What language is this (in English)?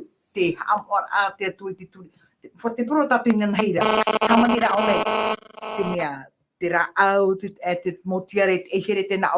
Tahitian